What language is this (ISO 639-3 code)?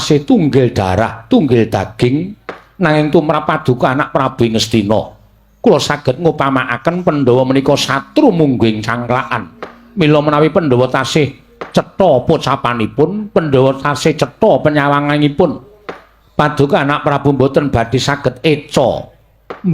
jav